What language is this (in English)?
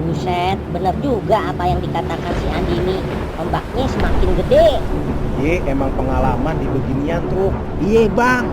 Betawi